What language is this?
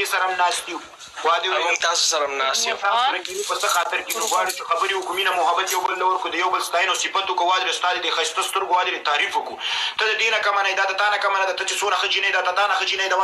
Pashto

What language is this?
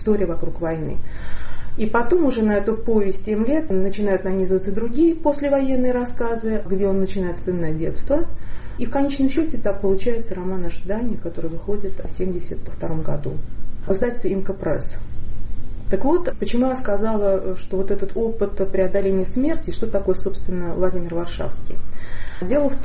Russian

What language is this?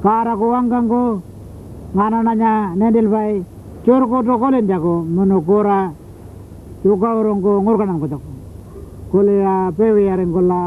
Pitjantjatjara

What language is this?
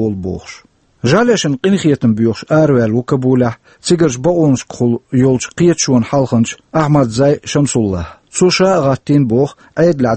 Chechen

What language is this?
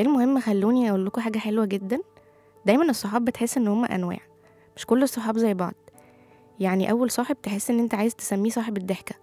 Egyptian Arabic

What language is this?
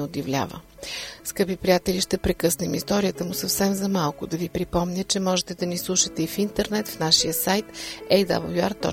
Bulgarian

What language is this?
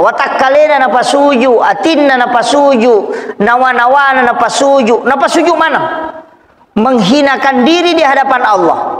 Buginese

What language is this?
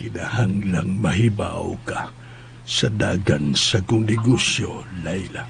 Cebuano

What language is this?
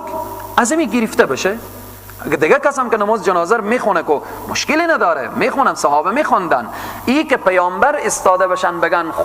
Persian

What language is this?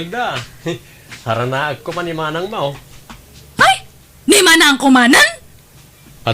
Iloko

